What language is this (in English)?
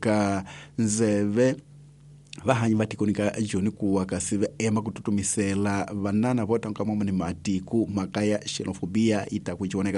Tsonga